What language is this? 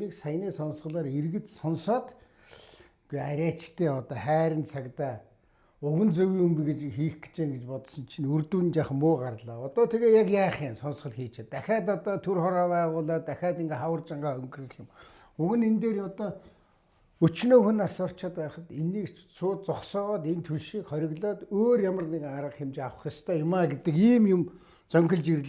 Mongolian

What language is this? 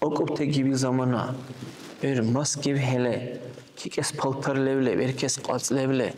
Dargwa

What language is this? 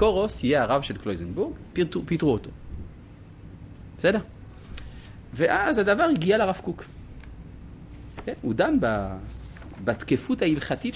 Hebrew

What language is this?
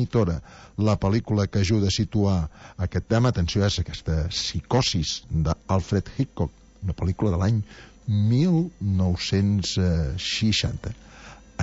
Catalan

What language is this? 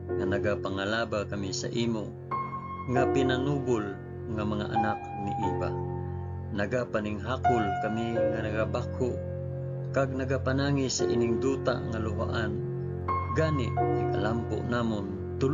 Hiligaynon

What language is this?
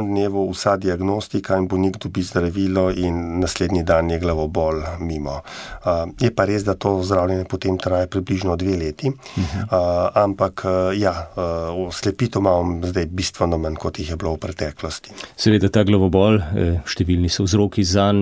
Slovenian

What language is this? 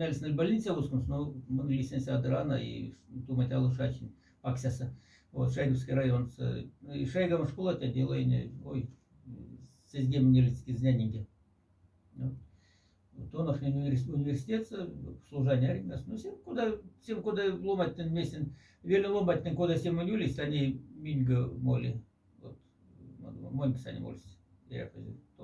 Moksha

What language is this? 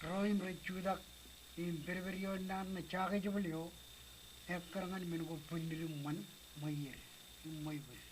Marshallese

